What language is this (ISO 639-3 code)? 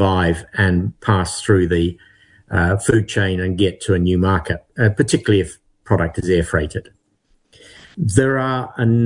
eng